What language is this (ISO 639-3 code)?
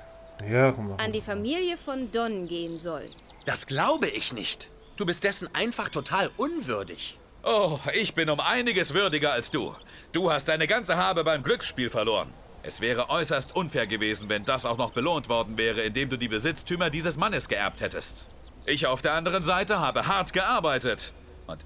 gsw